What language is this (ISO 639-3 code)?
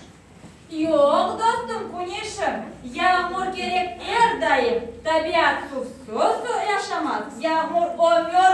crh